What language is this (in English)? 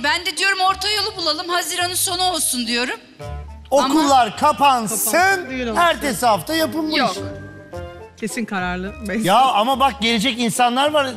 Turkish